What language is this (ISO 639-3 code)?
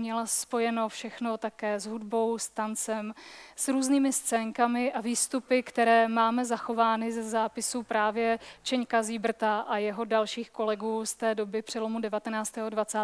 ces